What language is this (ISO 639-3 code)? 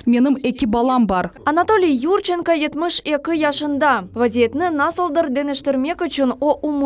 crh